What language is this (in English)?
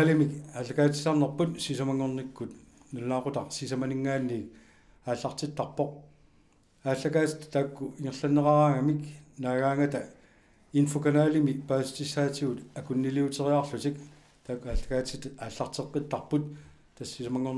Kalaallisut